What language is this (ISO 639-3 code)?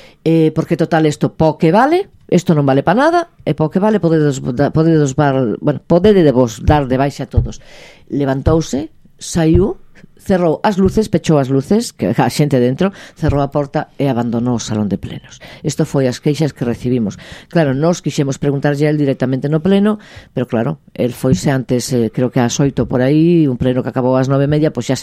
glg